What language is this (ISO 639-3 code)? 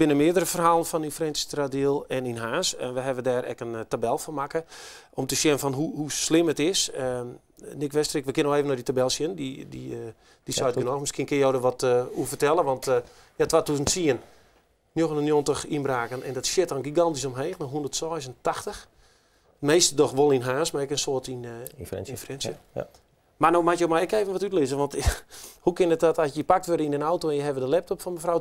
fry